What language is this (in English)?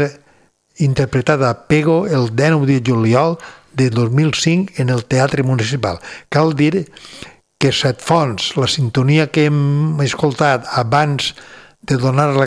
Catalan